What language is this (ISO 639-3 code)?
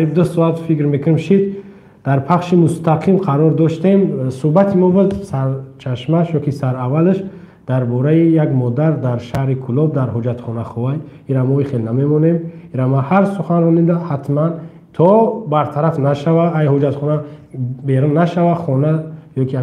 tgk